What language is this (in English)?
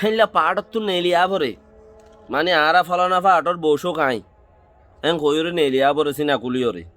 Rohingya